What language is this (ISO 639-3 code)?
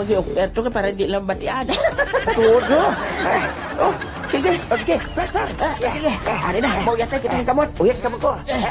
hil